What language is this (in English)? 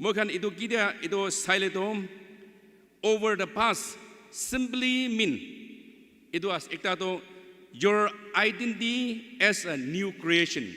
Naga Pidgin